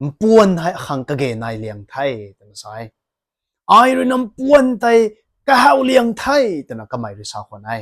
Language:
Rongmei Naga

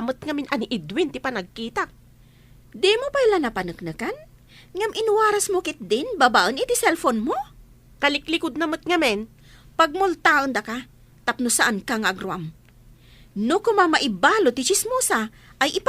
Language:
Iloko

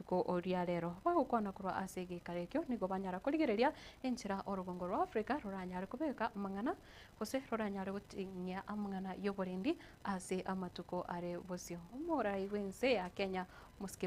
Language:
Gusii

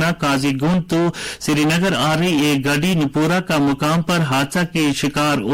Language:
Gujari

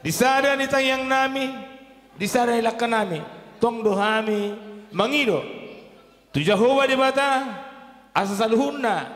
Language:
Batak Toba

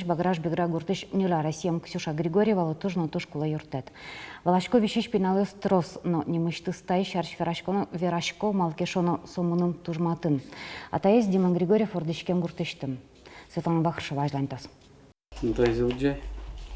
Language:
Udmurt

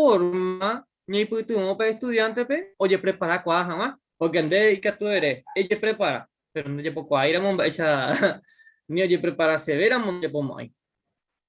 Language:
Guarani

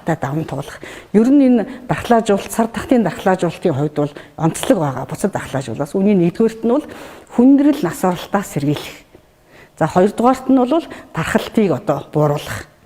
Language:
Mongolian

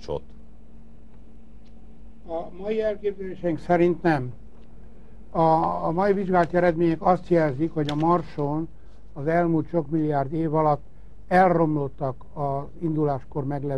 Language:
Hungarian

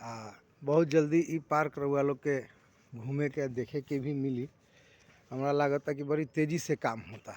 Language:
Bhojpuri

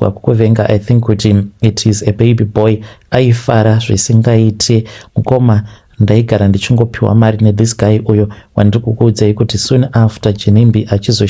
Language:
Shona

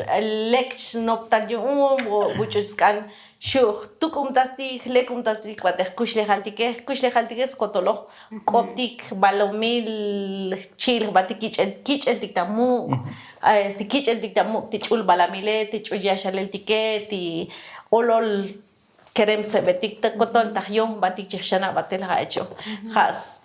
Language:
Tzotzil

